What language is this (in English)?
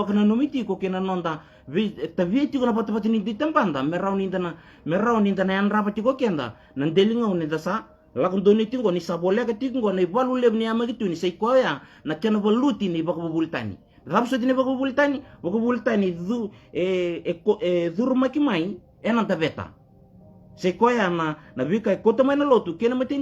Fijian